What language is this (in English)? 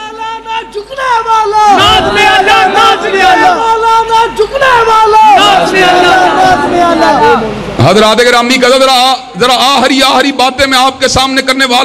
Urdu